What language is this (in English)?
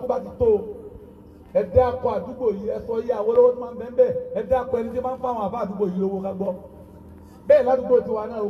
Yoruba